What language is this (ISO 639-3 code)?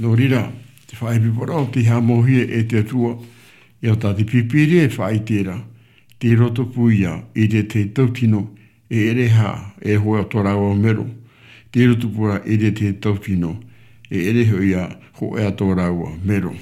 tah